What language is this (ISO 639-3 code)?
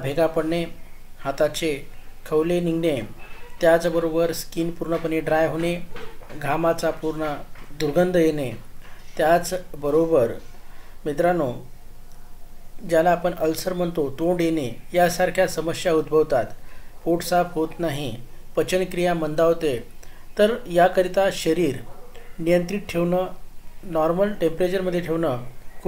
mar